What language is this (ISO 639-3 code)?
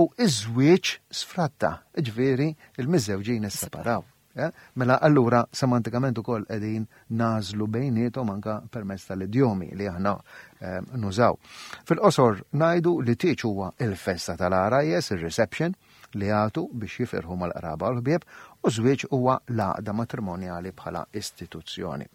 mlt